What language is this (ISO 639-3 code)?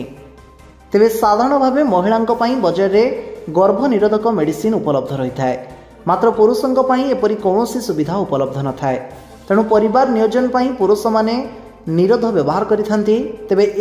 ori